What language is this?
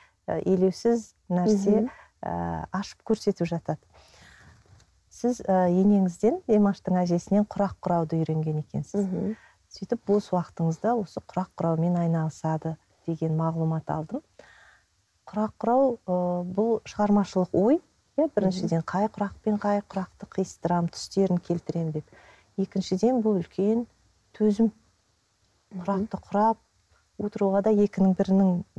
Kazakh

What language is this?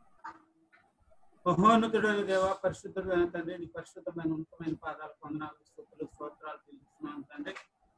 Telugu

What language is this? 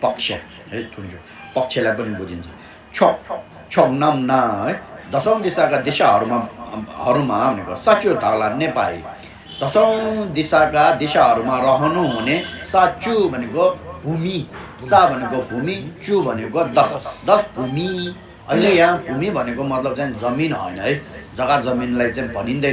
Nepali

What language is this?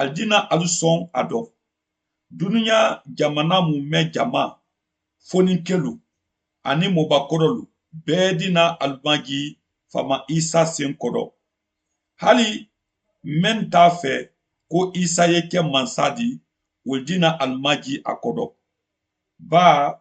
Mandingo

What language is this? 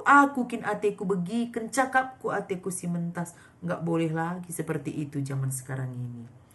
Batak Karo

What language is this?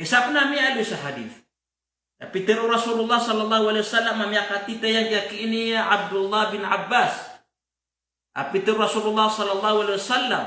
Maranao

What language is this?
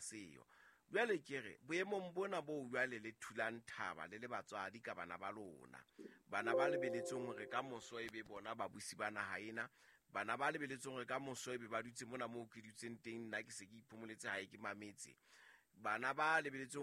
Southern Sotho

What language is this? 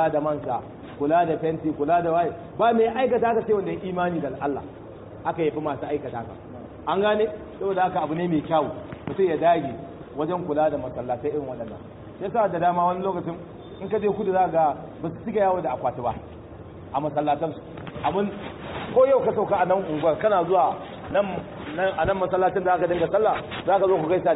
Hausa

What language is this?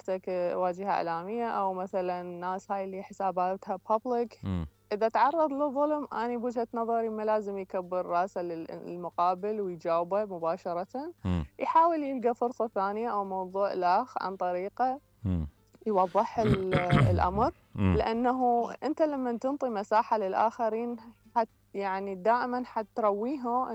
Mesopotamian Arabic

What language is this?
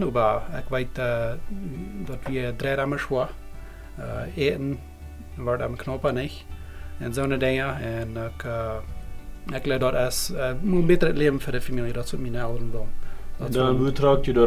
Plautdietsch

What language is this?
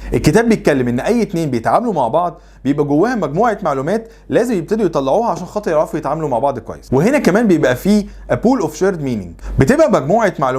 Egyptian Arabic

